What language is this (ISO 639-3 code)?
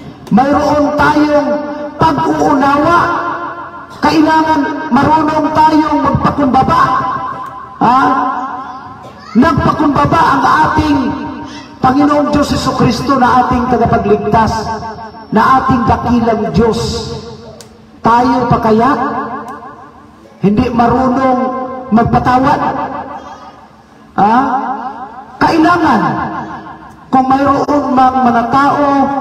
fil